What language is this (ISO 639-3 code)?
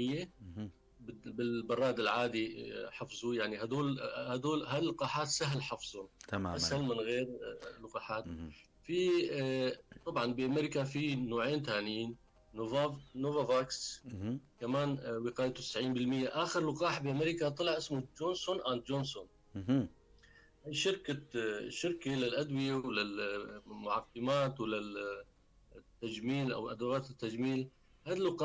apc